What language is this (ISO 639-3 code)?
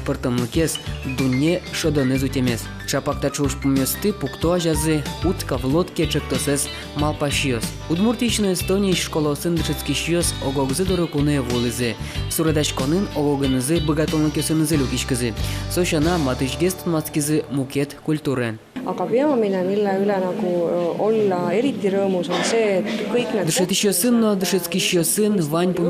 udm